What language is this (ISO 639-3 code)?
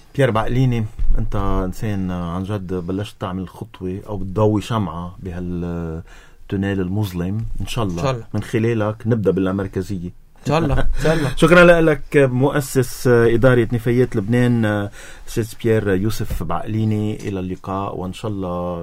apc